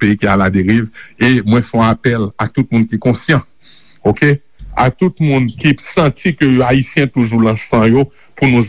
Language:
Haitian Creole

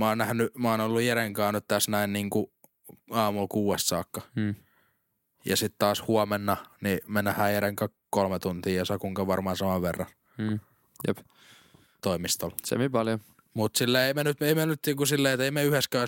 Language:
Finnish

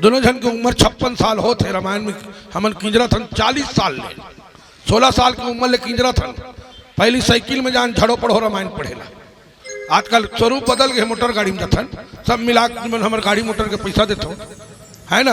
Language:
Chhattisgarhi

